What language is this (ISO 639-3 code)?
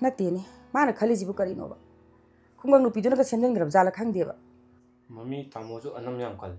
mni